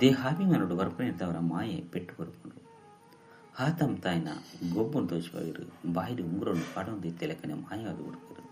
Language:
Tulu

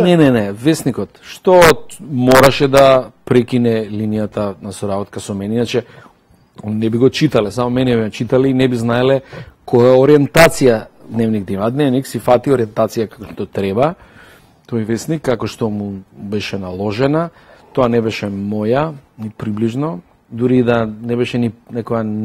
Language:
Macedonian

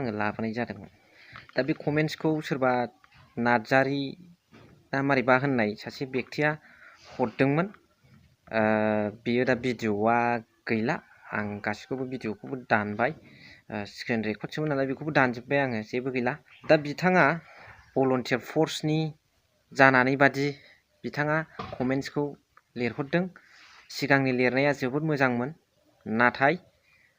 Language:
Bodo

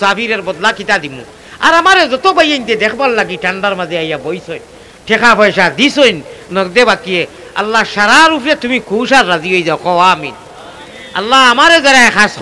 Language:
Sylheti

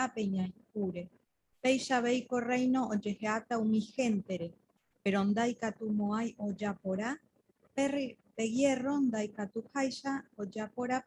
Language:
Guarani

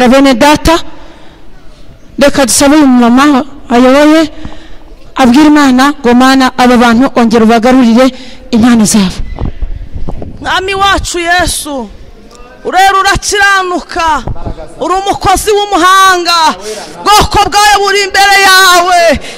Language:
Kinyarwanda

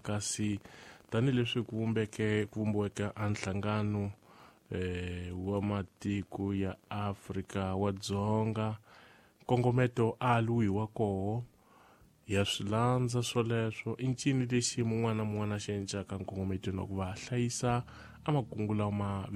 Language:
Tsonga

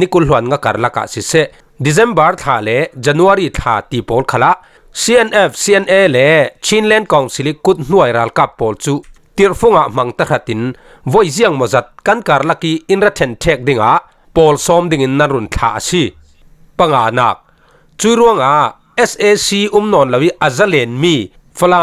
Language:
Falam Chin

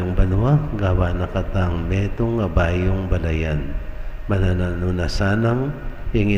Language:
Pampanga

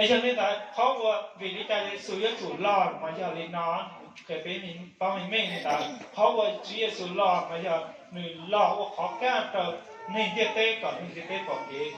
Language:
Hmong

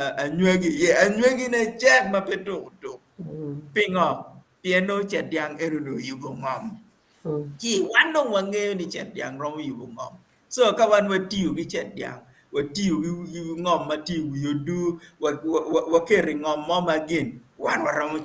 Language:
Acoli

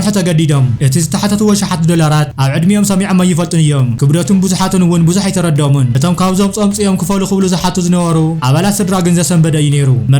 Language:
Tigrinya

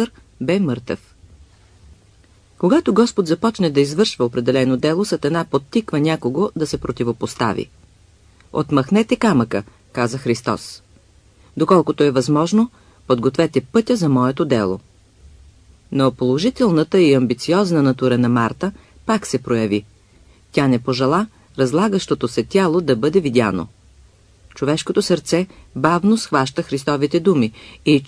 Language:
Bulgarian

